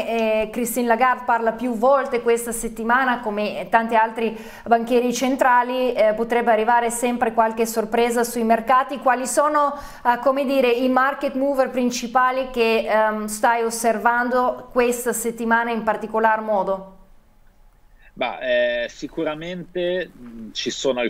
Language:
Italian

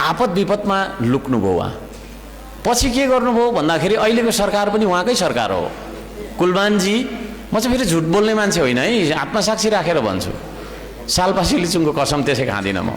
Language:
Nepali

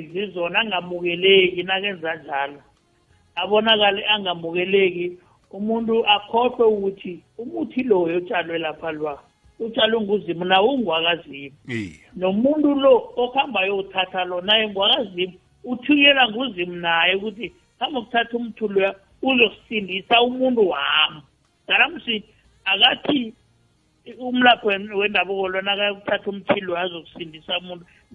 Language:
South Ndebele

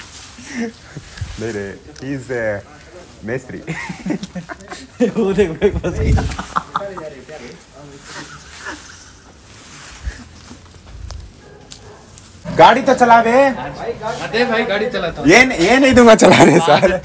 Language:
Hindi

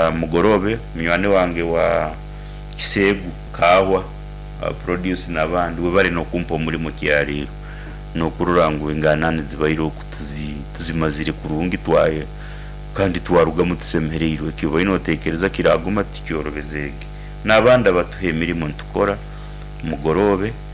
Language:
Nyoro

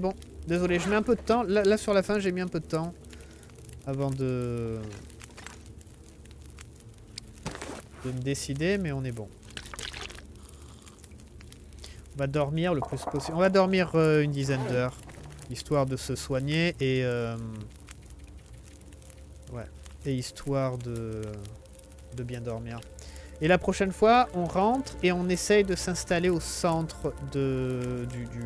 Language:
French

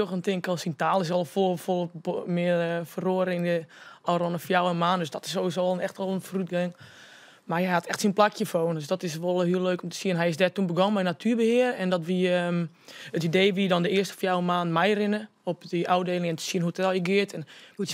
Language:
Western Frisian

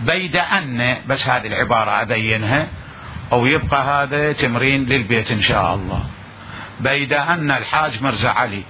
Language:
Mesopotamian Arabic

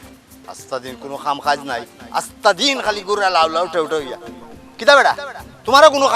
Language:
Sylheti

